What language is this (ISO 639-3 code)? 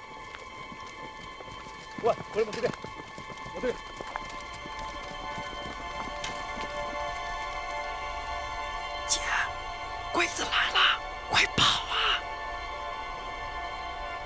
zho